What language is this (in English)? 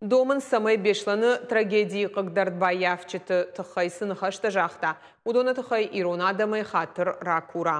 Ossetic